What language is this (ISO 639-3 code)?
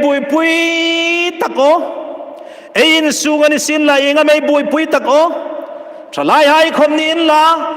hmr